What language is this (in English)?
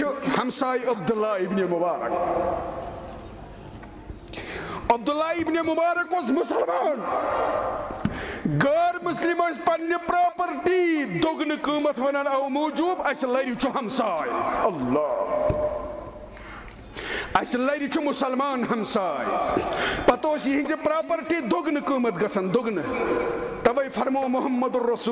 Kashmiri